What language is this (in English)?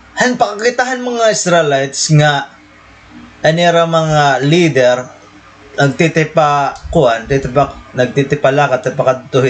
Waray